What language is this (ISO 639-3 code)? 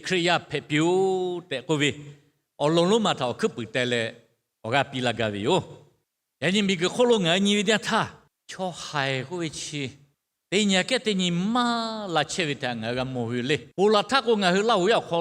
lhu